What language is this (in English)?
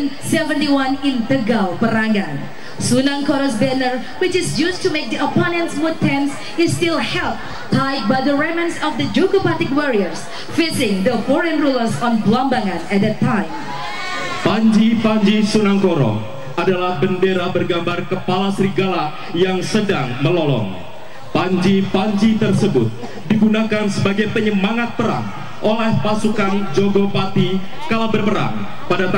Indonesian